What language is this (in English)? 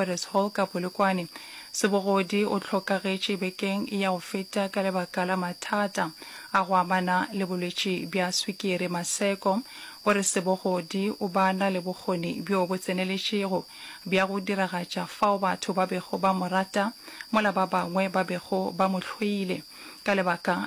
Northern Sotho